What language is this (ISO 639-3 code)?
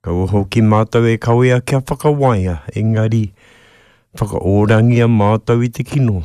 mri